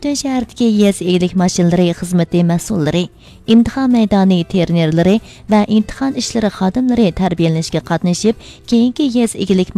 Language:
Uyghur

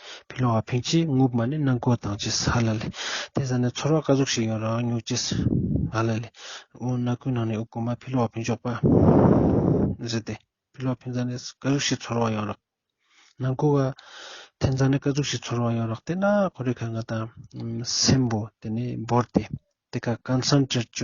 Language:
Ladakhi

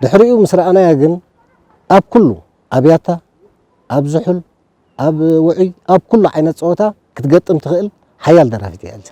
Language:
Tigrinya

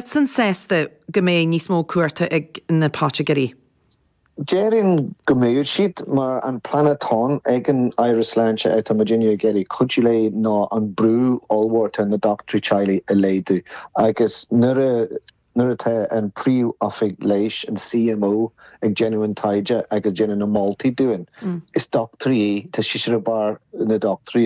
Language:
Irish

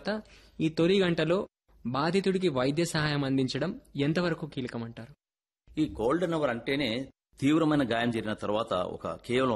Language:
Telugu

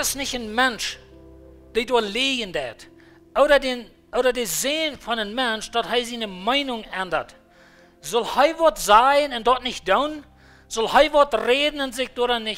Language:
Plautdietsch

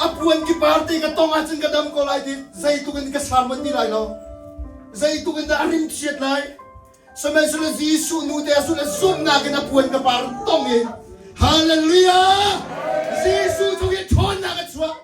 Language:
Hakha Chin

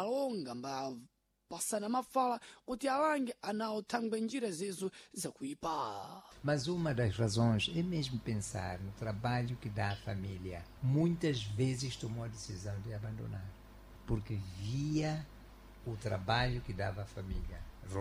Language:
Sena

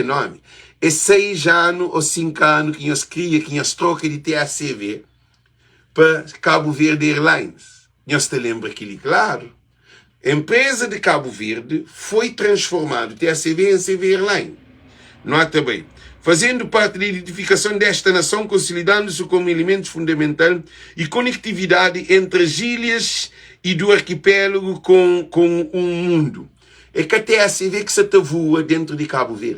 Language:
Kabuverdianu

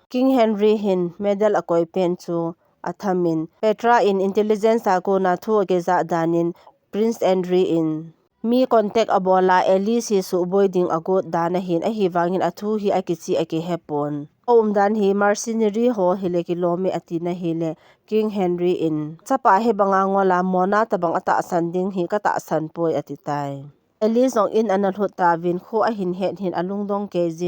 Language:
Thado Chin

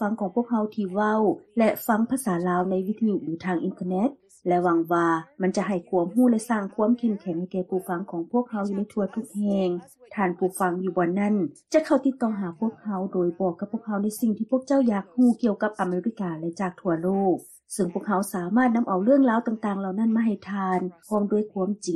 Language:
Lao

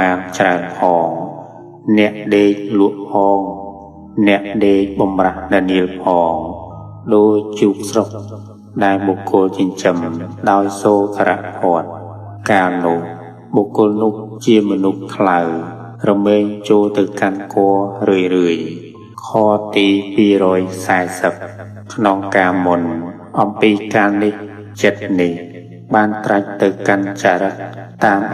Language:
Khmer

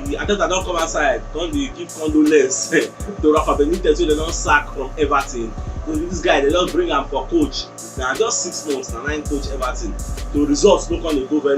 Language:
Nigerian Pidgin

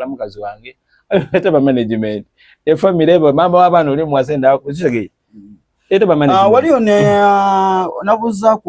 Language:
Soga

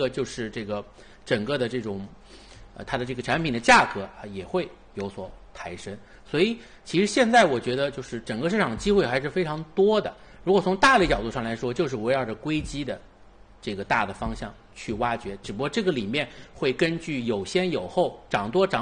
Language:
Chinese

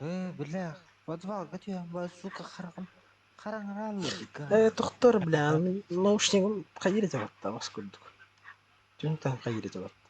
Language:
Yakut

